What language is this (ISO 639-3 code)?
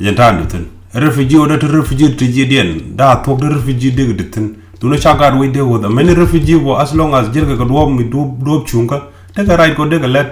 nus